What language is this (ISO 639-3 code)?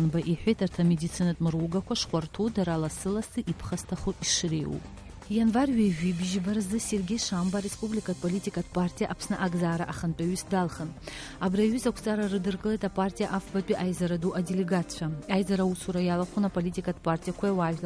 abk